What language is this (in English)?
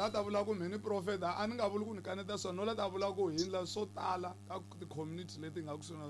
Tsonga